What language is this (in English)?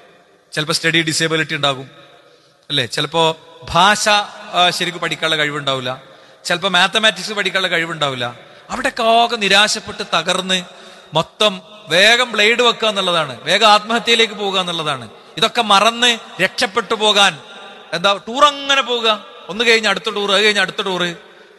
Malayalam